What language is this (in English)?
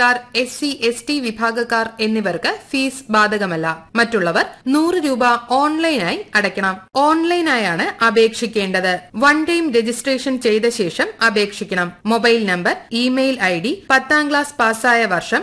Malayalam